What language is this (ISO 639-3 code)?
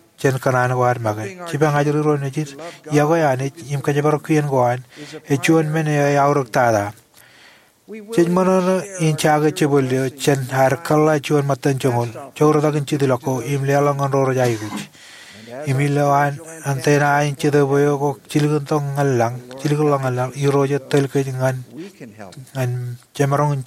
mah